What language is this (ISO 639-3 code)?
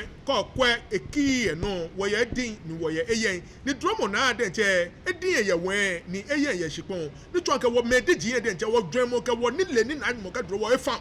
gaa